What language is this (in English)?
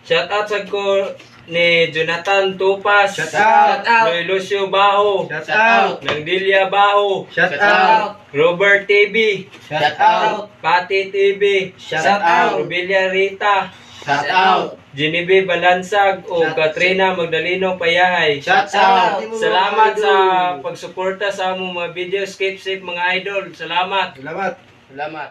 Cebuano